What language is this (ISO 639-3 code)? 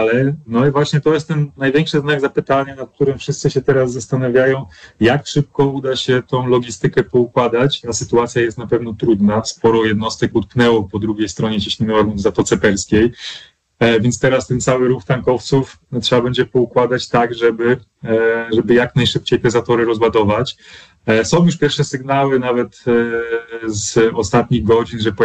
pol